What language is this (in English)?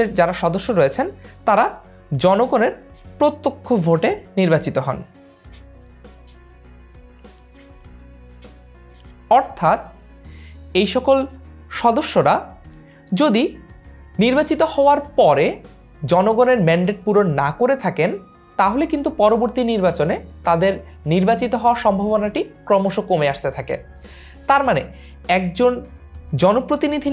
Bangla